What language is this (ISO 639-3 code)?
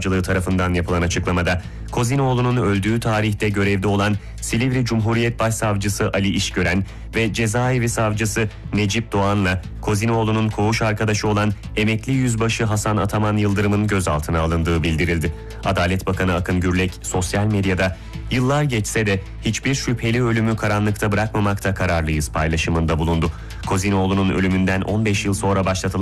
tur